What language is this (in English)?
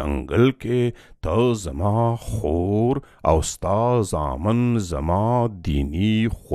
Pashto